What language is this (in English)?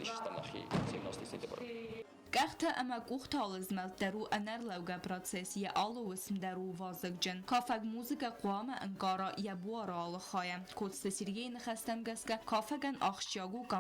Ossetic